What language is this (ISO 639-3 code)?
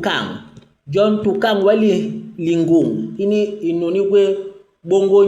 bas